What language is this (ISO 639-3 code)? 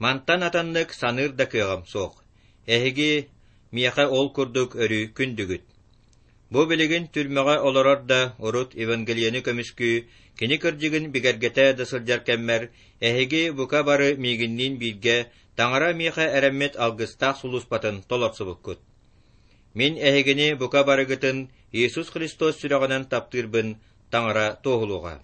sah